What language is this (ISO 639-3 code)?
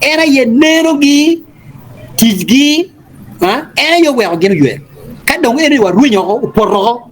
ach